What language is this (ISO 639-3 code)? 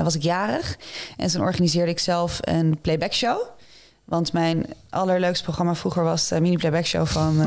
nld